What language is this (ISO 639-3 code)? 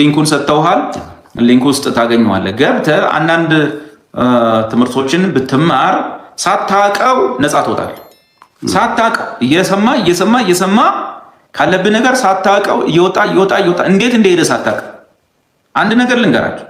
amh